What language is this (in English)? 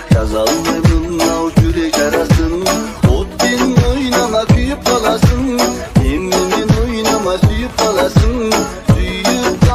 Kazakh